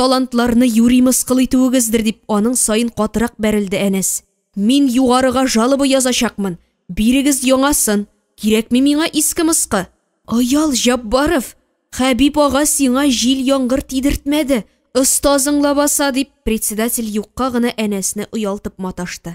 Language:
Tatar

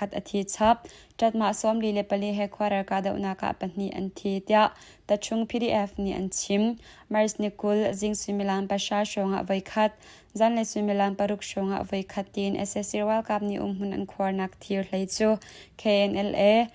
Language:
Hakha Chin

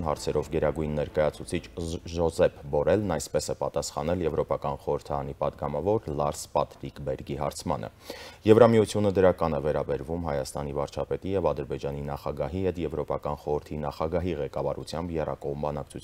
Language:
Armenian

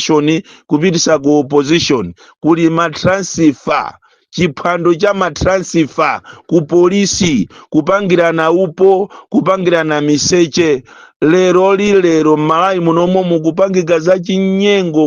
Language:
Nyanja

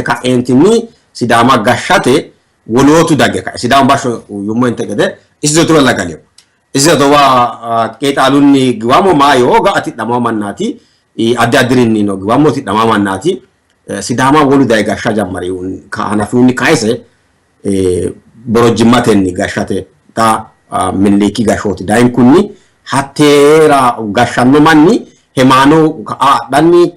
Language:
Sidamo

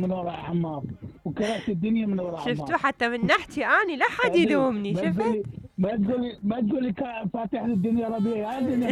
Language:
Mesopotamian Arabic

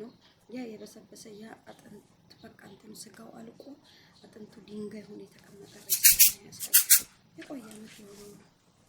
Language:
Amharic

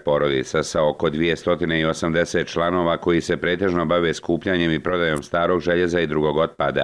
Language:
Bosnian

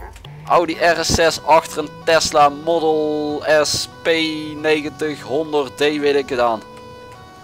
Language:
Dutch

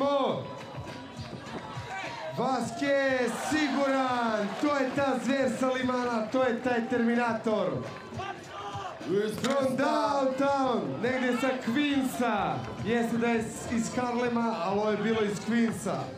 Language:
Serbian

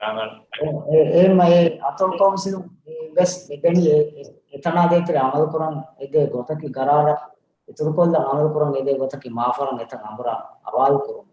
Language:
Divehi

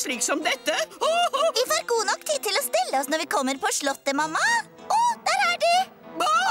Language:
Norwegian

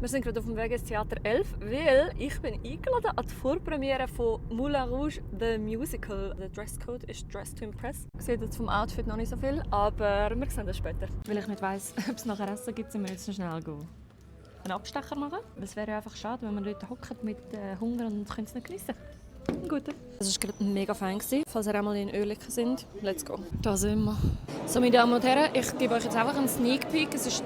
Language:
Swiss German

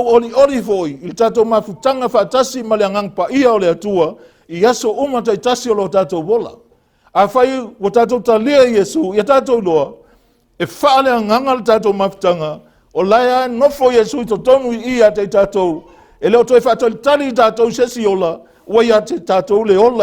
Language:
Samoan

